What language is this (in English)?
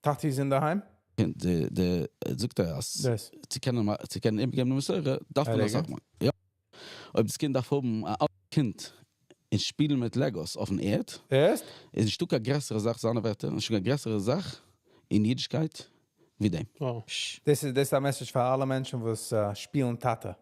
Yiddish